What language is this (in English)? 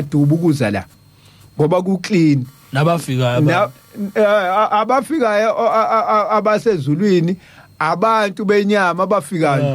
Zulu